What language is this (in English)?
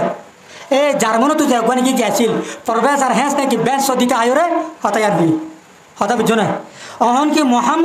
Rohingya